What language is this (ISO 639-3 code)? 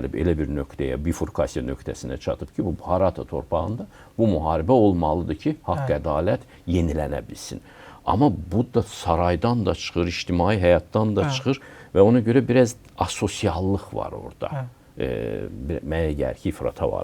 aze